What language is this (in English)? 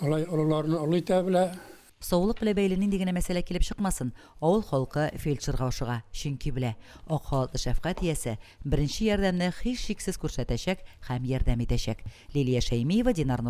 Tatar